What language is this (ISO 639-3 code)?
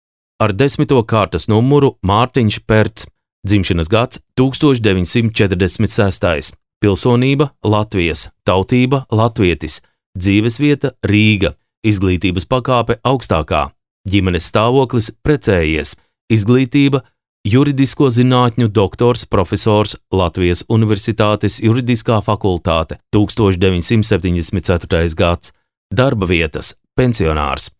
lav